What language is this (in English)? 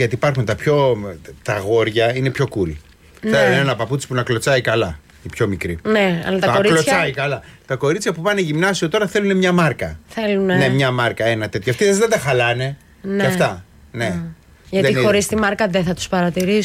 Greek